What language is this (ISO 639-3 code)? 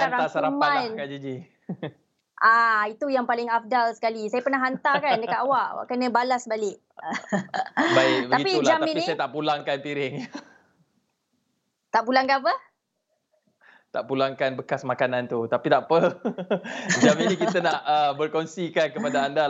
msa